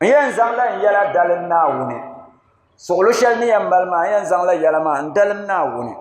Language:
Dagbani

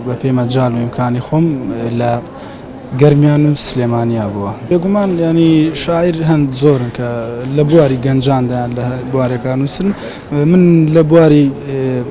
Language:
Central Kurdish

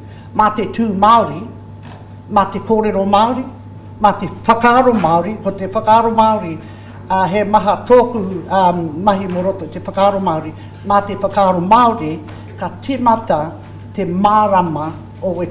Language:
Māori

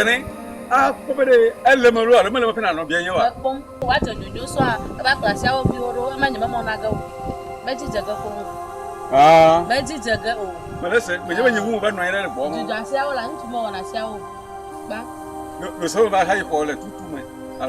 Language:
Ewe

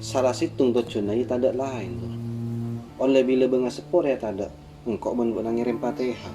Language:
Madurese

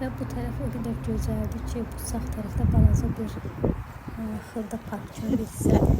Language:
Azerbaijani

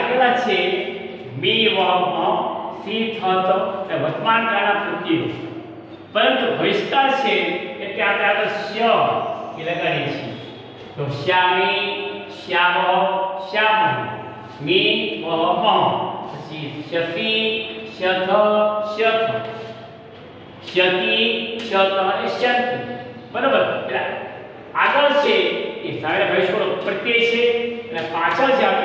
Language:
Gujarati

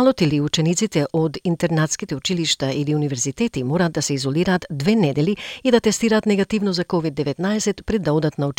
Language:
Macedonian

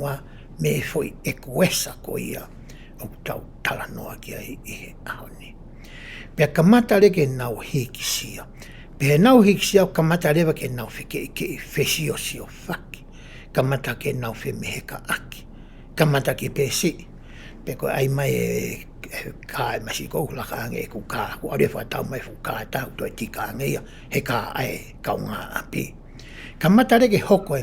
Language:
Tongan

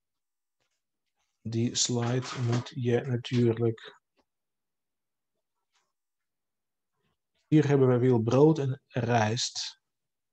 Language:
Dutch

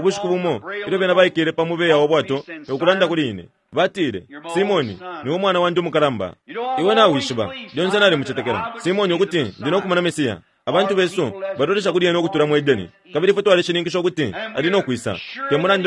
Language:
Bemba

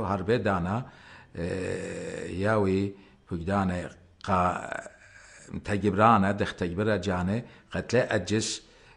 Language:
Assyrian Neo-Aramaic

